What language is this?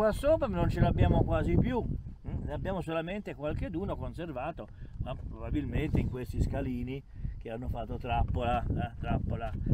Italian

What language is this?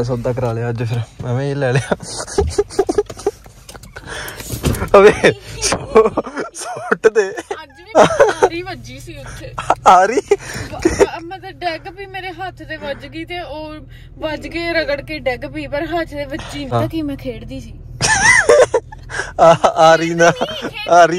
Punjabi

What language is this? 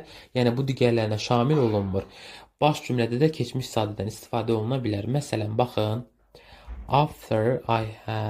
Azerbaijani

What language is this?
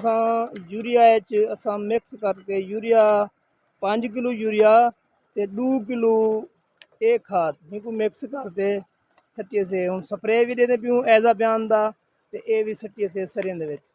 Saraiki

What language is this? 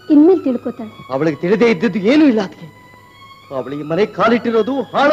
Kannada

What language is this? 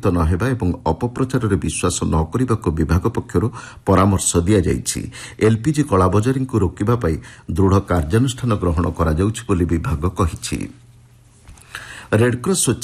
Odia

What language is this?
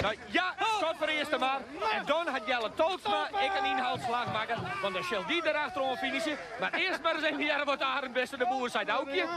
Western Frisian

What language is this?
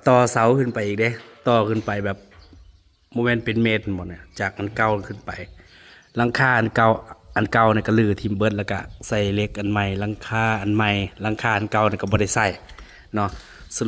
Northeastern Thai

